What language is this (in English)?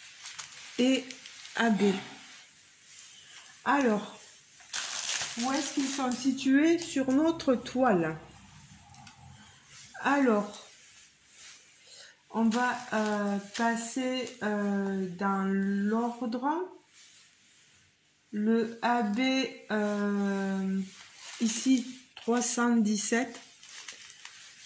French